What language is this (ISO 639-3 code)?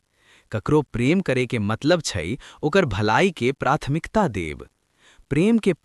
mai